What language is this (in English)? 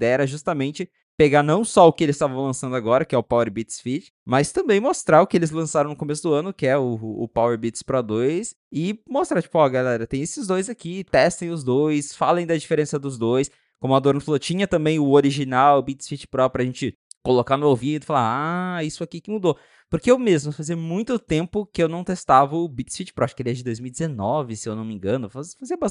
Portuguese